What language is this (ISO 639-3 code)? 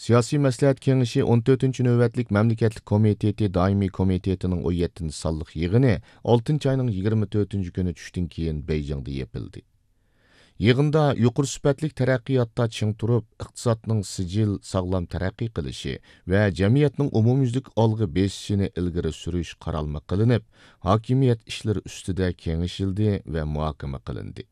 uig